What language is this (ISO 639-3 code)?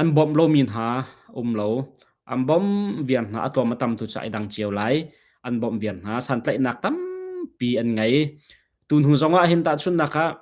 cnh